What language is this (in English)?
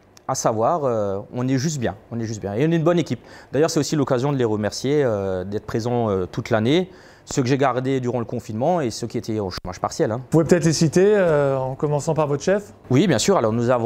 French